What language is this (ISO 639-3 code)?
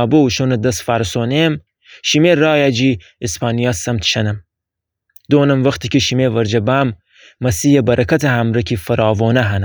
glk